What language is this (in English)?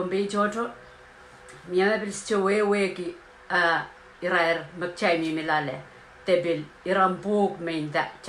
Pohnpeian